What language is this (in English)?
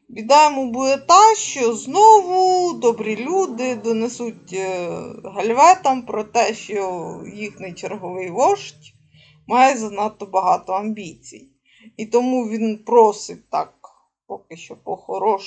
Ukrainian